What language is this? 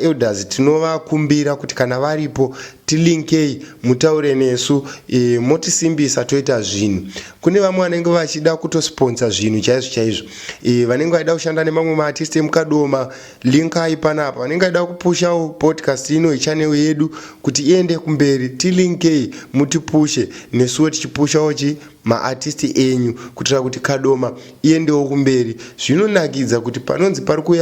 Shona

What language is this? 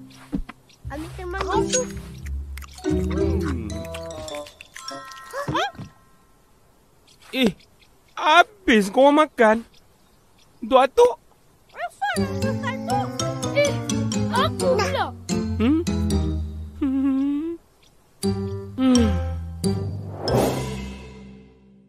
Malay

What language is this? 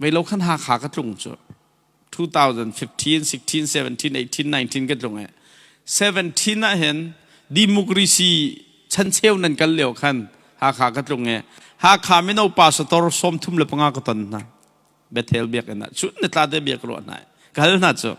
Hakha Chin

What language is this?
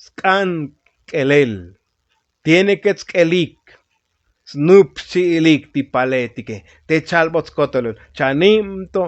Tzotzil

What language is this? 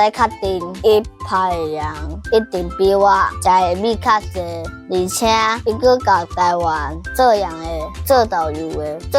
Min Nan Chinese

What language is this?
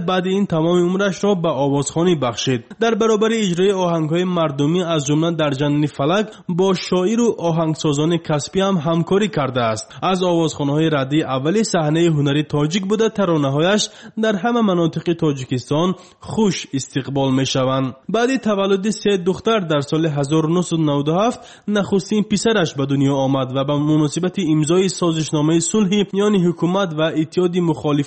Tajik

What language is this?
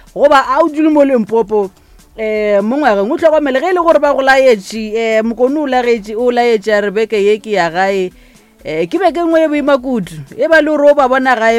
Northern Sotho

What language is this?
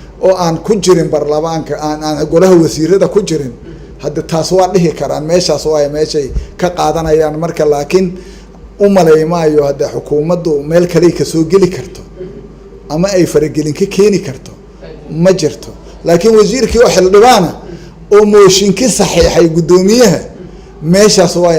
Somali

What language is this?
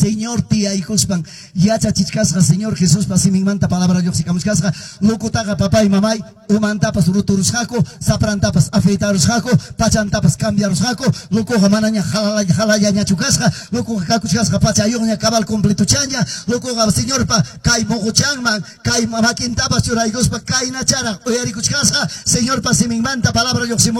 Quechua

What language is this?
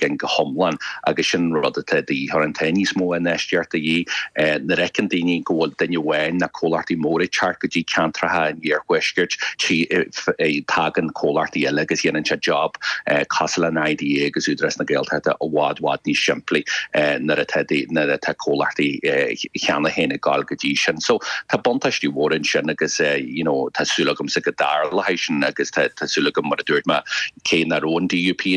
Irish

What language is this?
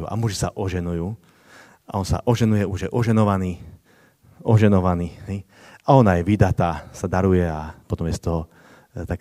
Slovak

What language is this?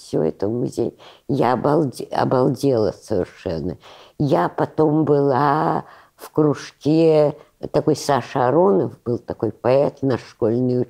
Russian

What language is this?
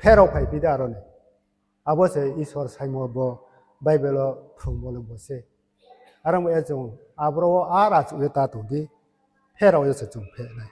Riang (India)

